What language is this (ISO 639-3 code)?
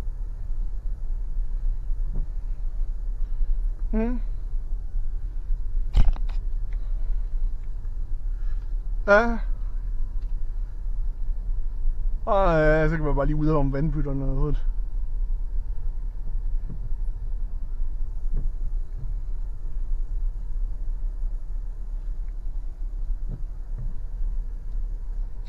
dan